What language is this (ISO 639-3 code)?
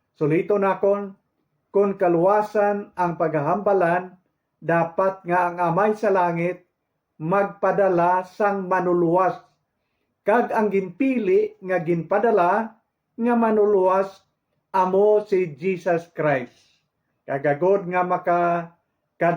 hil